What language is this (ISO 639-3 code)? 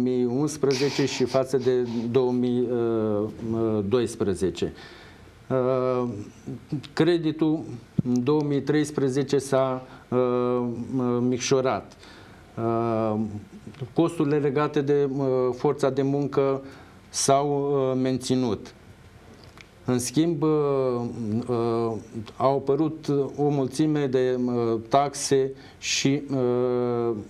ron